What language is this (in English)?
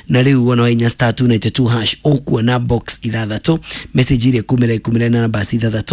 Kikuyu